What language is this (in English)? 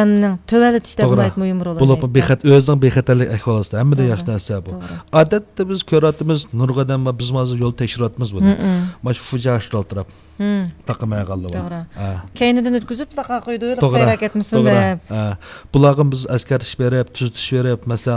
Uyghur